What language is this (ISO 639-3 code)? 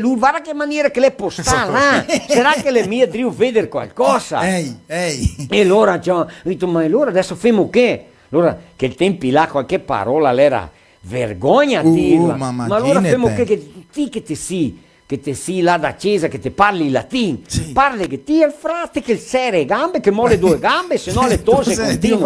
vec